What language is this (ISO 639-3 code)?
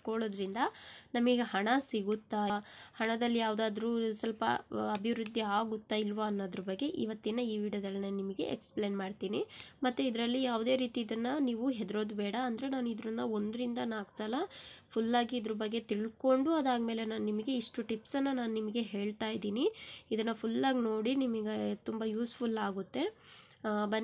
kan